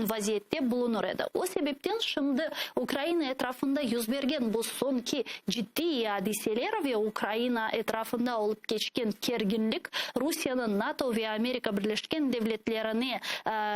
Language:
Crimean Tatar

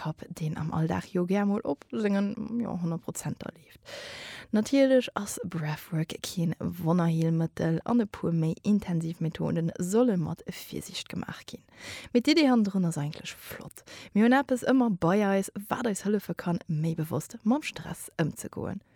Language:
Luxembourgish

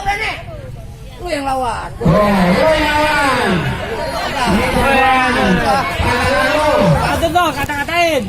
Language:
Betawi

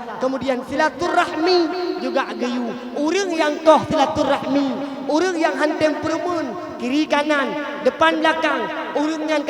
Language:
Achinese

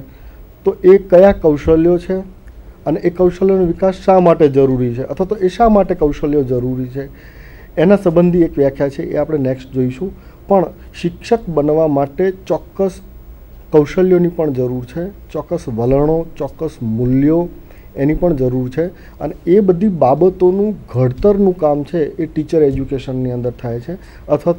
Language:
Gujarati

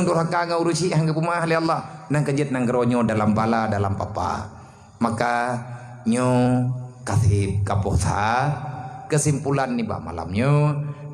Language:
Achinese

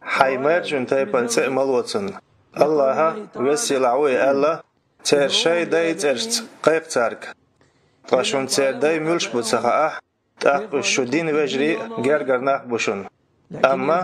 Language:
Chechen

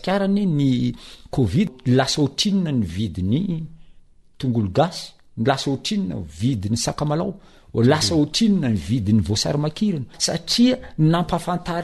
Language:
Malagasy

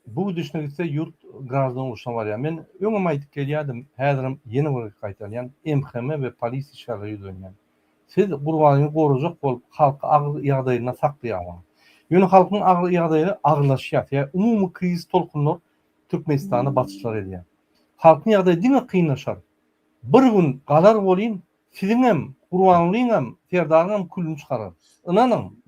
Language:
Turkmen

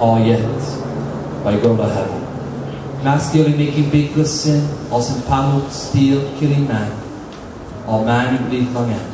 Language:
Tok Pisin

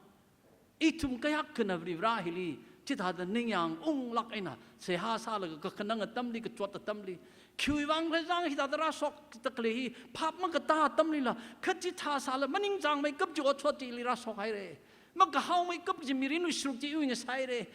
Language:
Tangkhul Naga (India)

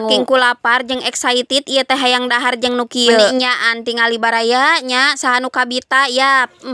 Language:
Sundanese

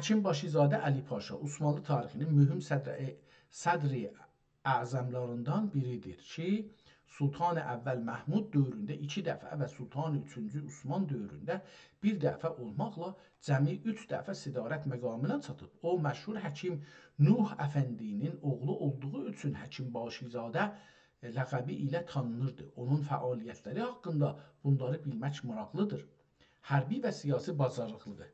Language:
South Azerbaijani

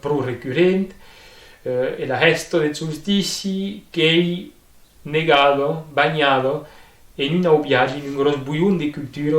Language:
Occitan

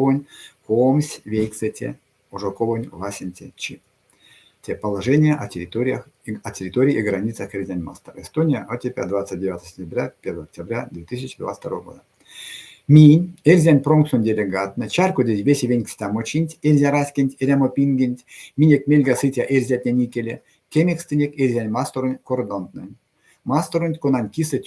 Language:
Erzya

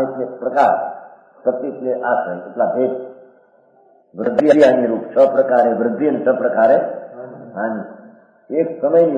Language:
Gujarati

